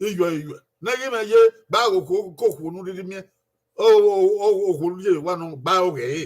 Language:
Bini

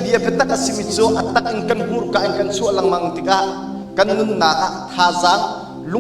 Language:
Hakha Chin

